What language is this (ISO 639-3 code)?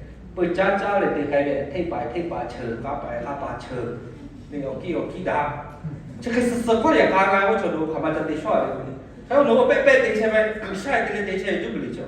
lhu